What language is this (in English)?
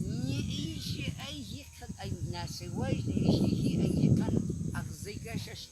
Cogui